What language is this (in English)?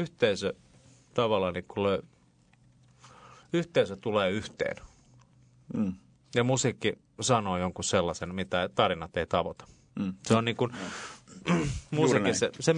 Finnish